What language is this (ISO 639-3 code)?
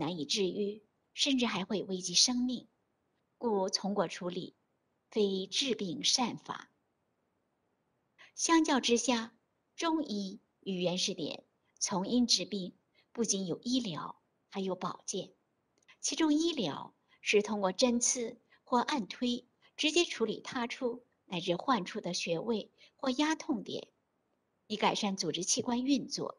zho